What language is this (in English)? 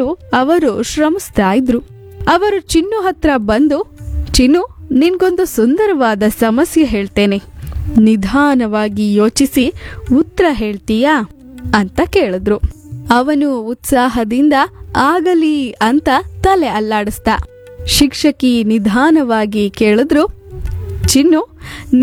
Kannada